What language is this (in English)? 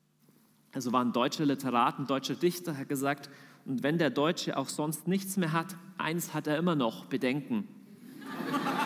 German